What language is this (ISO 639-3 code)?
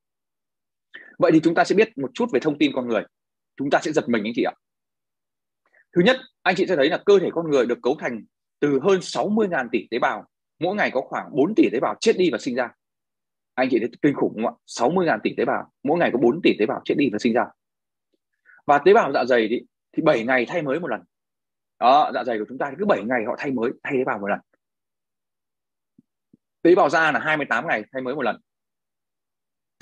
vie